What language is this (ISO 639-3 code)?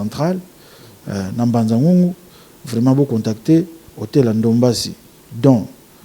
lin